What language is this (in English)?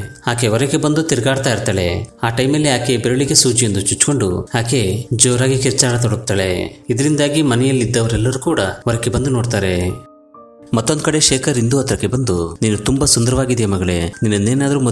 Kannada